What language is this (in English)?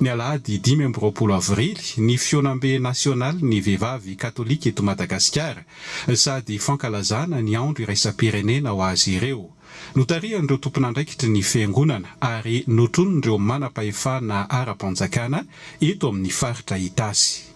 Malagasy